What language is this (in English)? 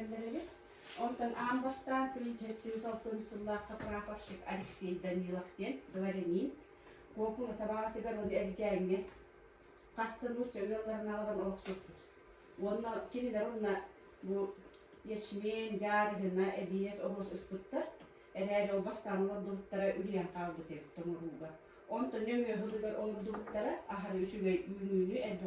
Yakut